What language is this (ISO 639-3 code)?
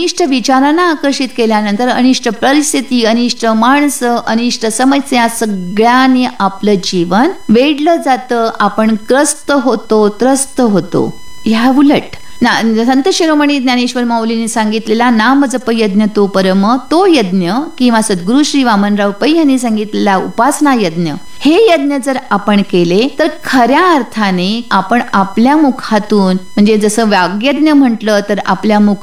mar